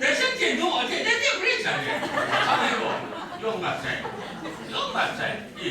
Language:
Kachin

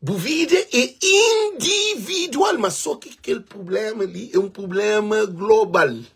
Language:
Kabuverdianu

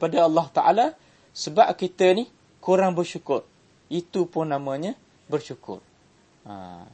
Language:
Malay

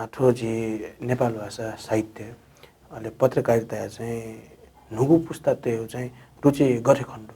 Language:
Newari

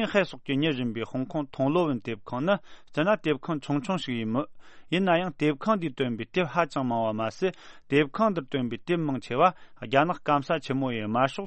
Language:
Tibetan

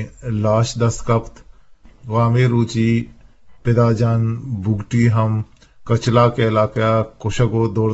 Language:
Eastern Balochi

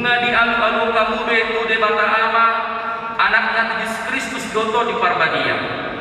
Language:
Batak Toba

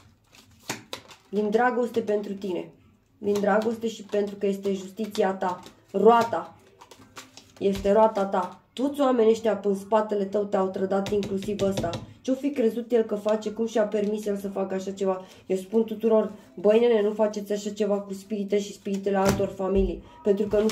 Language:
Romanian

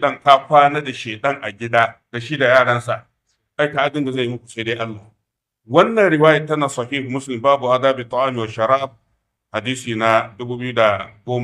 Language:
Hausa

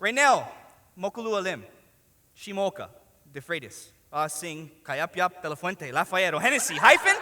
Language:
Hawaiian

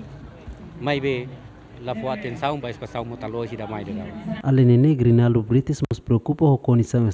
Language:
Tetum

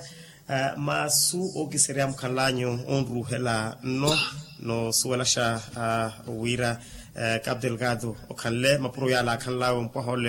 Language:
Makhuwa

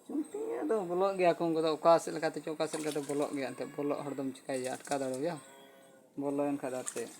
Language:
Santali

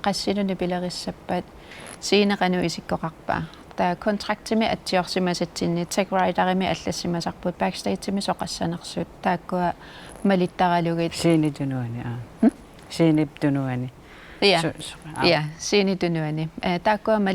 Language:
Kalaallisut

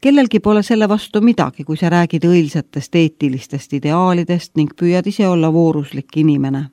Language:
Estonian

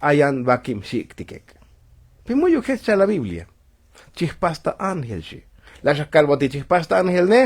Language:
Tzotzil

